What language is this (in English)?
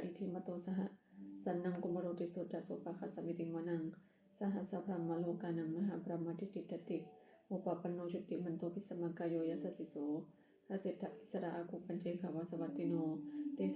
Pali